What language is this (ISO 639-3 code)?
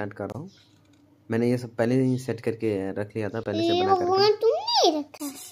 hin